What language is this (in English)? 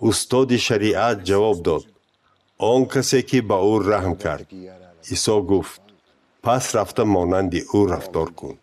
Tajik